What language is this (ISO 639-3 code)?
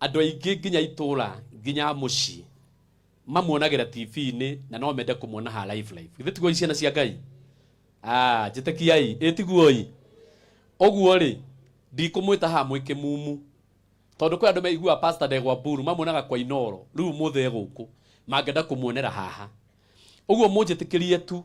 kik